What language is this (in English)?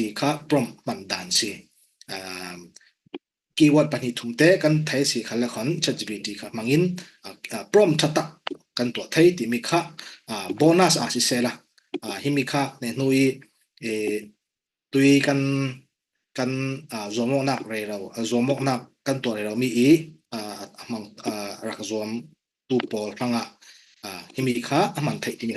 Falam Chin